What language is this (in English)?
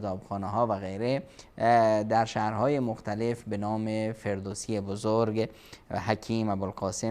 Persian